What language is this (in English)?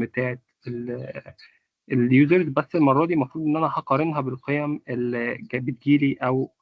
Egyptian Arabic